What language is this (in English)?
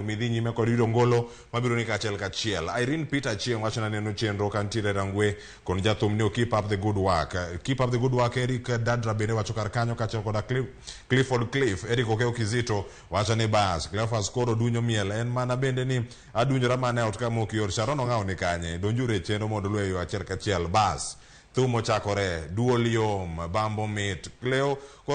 Luo (Kenya and Tanzania)